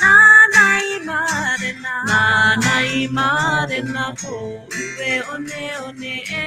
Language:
Māori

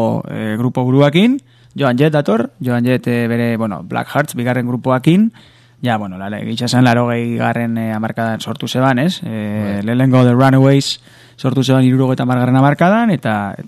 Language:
Basque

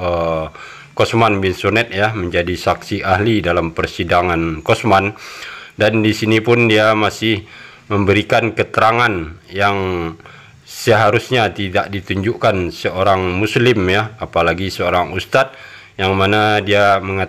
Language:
Indonesian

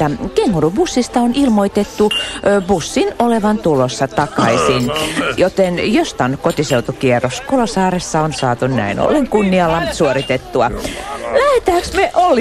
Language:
Finnish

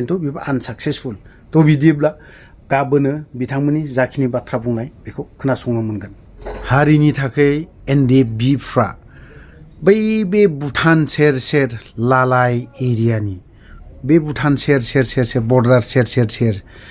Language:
Bodo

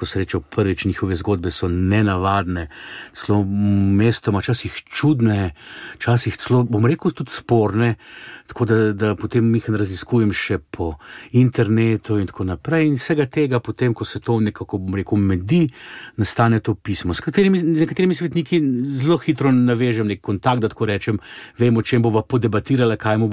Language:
Slovenian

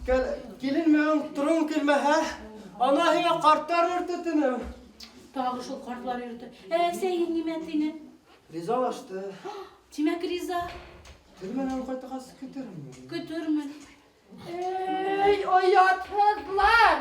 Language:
Bashkir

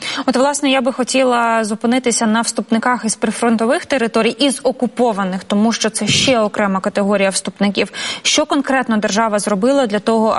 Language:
Ukrainian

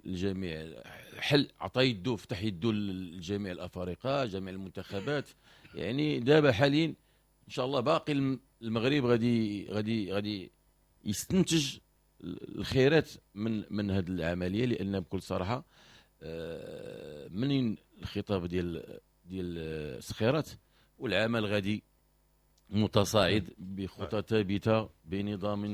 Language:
Moroccan Arabic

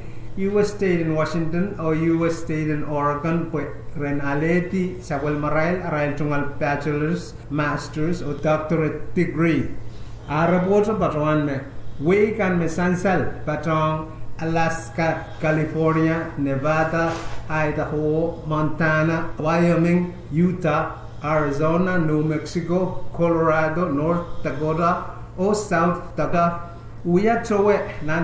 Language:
Pohnpeian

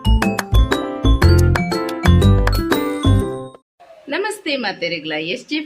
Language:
Tulu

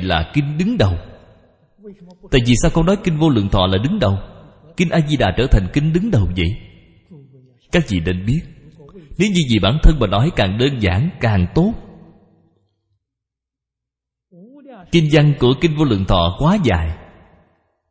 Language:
Vietnamese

